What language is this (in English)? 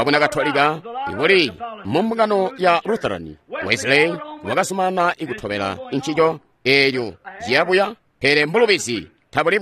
Tonga (Zambia)